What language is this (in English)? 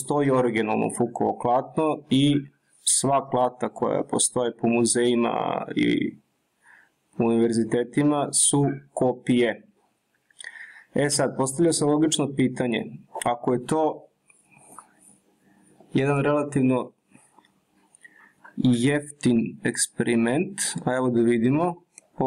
Serbian